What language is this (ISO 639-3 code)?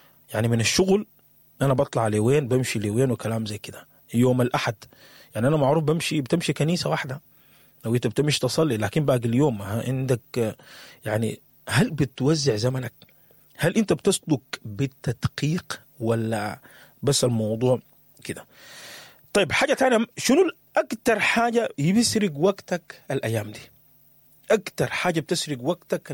apd